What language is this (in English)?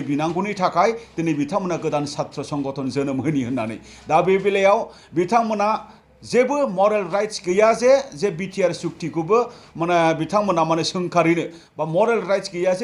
Bodo